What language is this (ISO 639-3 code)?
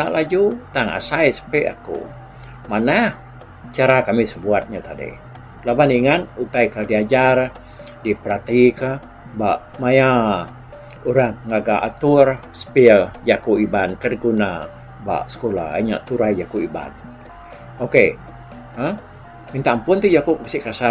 iba